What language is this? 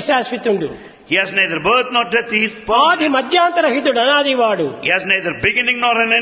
Telugu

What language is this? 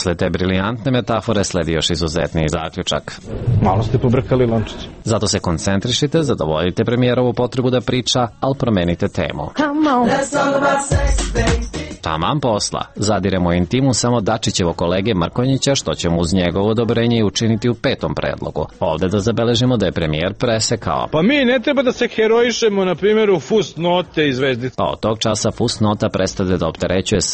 Serbian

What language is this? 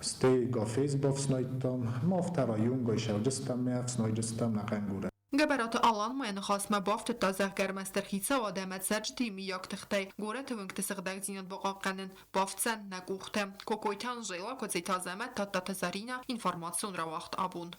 Ossetic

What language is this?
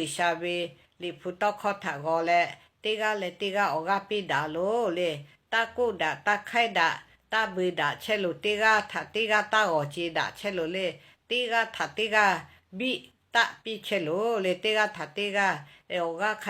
Lahu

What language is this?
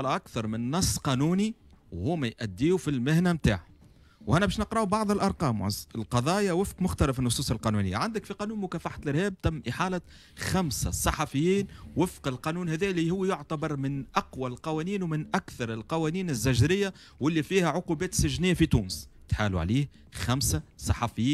Tunisian Arabic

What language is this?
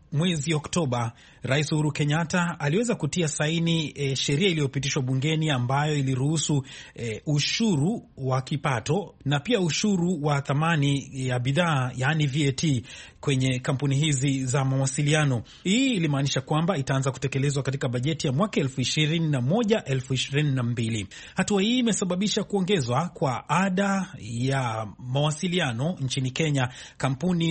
Swahili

